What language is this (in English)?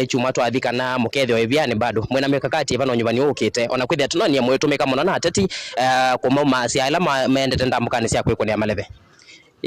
Kamba